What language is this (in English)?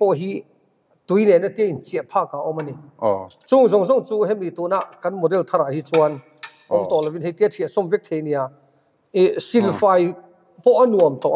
Mizo